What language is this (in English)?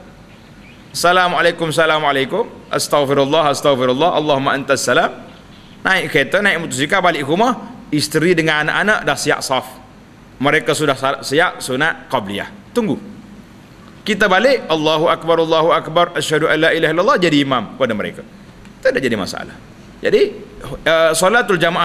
Malay